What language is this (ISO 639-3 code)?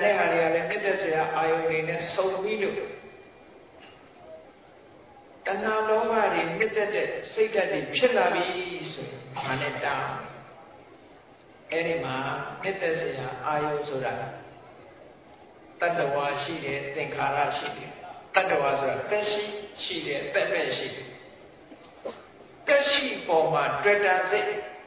mya